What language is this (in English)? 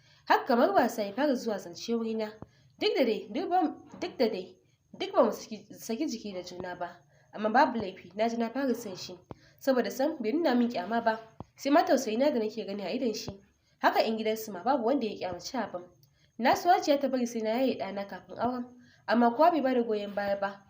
Hausa